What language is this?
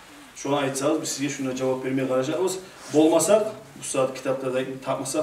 Kumyk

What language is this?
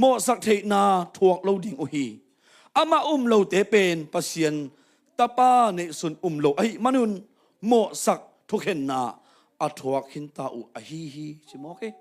Tedim Chin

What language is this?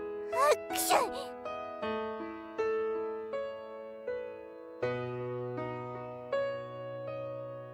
Japanese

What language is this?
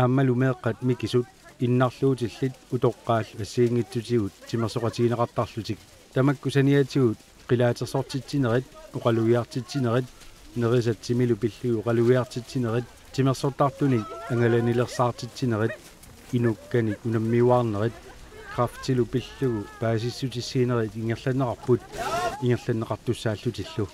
Kalaallisut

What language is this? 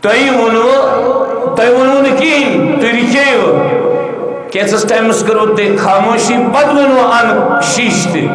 Kashmiri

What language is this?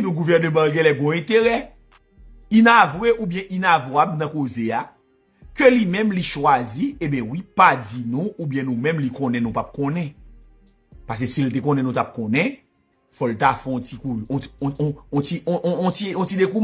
Haitian Creole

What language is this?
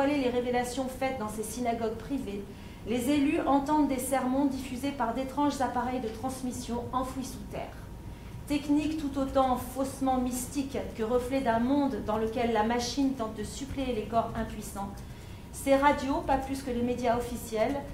French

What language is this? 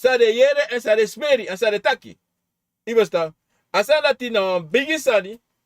Sranan Tongo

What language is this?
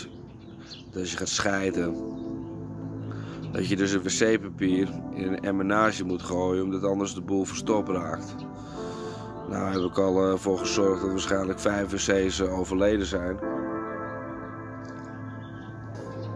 Dutch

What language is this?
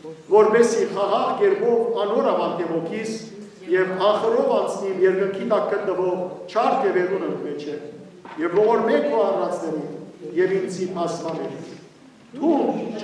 Western Armenian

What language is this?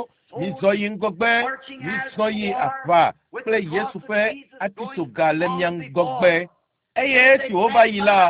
Ewe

